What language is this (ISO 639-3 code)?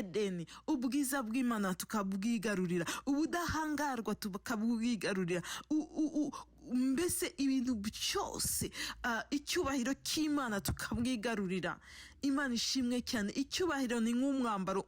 kin